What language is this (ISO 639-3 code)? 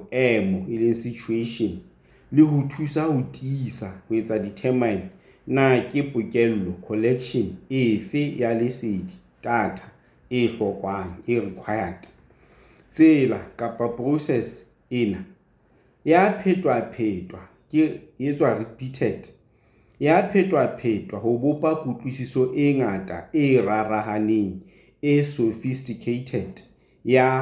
sot